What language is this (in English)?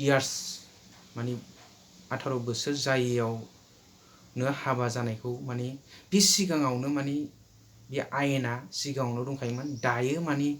Bodo